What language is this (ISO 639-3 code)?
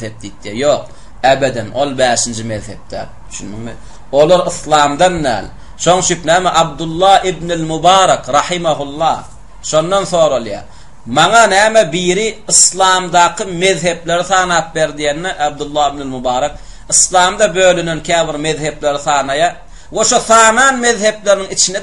tuk